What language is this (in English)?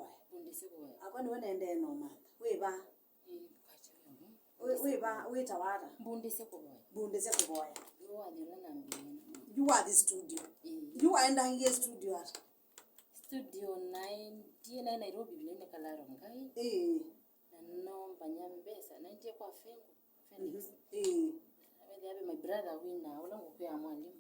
Kamba